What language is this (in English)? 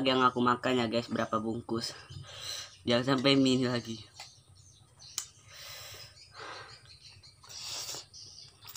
Indonesian